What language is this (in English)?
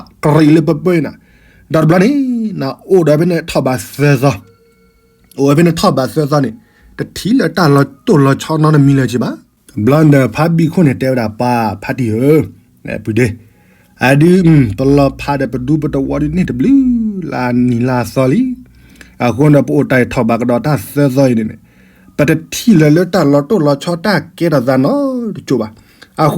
S'gaw Karen